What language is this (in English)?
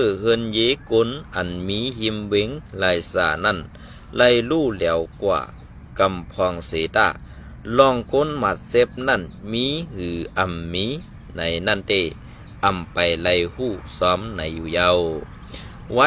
Shan